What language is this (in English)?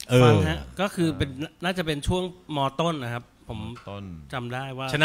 Thai